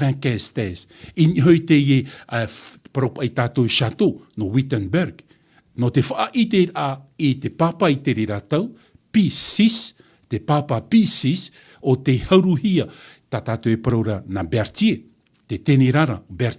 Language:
Tahitian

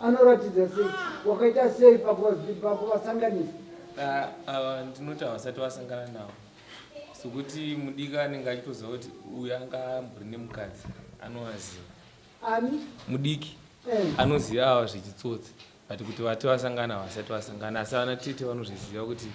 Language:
Shona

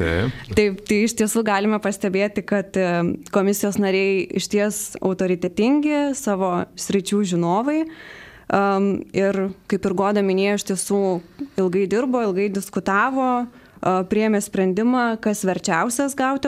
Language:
Lithuanian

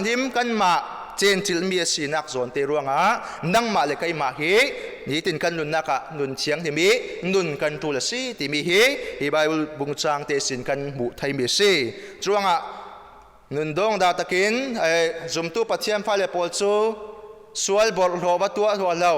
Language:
Falam Chin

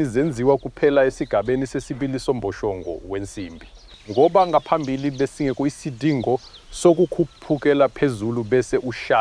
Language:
Zulu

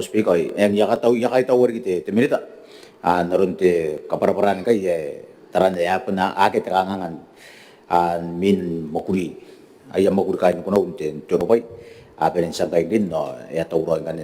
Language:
Gilbertese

